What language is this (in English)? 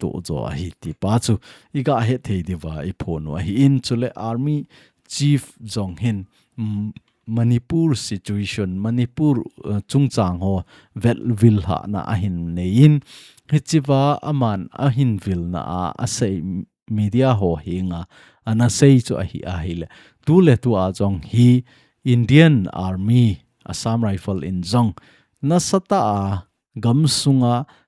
Thado Chin